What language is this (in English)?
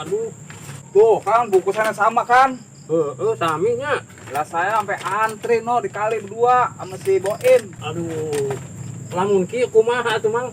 Betawi